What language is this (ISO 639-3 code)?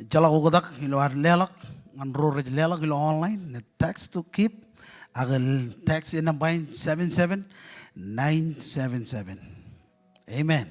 mah